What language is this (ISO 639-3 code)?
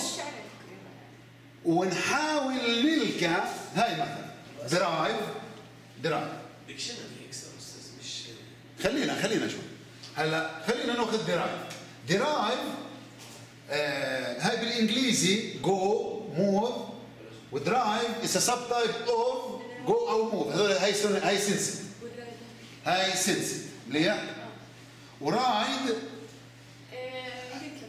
ajp